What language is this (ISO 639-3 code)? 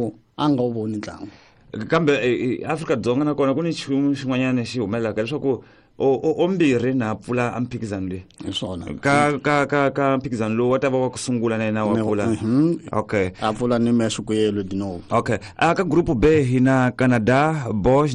tso